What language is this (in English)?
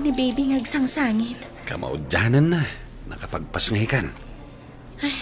Iloko